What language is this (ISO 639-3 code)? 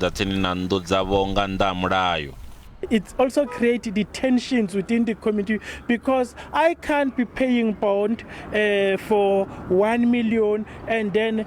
ven